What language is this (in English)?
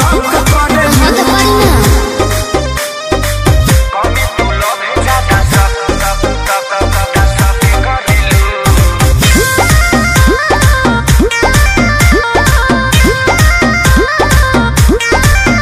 Bhojpuri